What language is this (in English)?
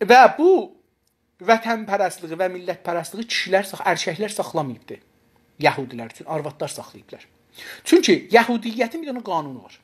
South Azerbaijani